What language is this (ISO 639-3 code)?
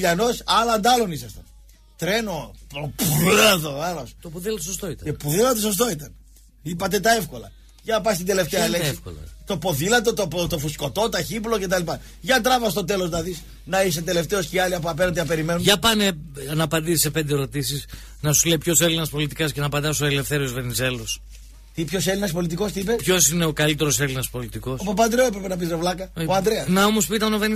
ell